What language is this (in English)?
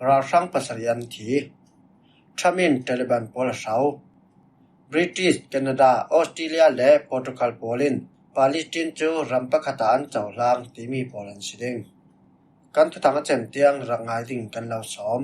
Falam Chin